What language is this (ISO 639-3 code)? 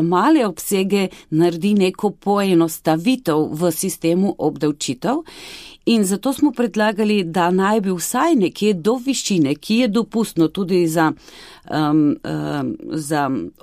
slv